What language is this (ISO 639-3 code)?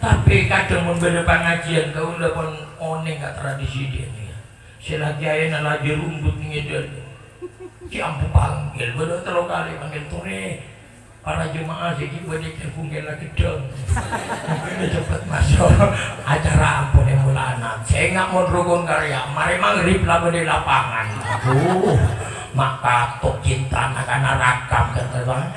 mad